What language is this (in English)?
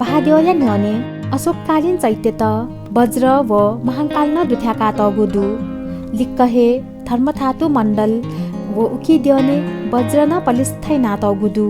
Newari